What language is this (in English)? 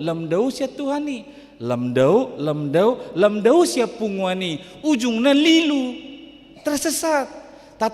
Batak Toba